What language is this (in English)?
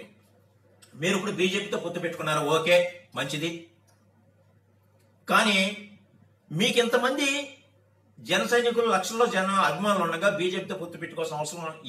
Telugu